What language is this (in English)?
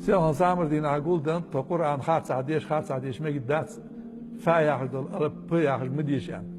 Chechen